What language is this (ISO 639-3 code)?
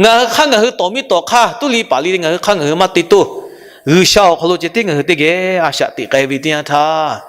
lhu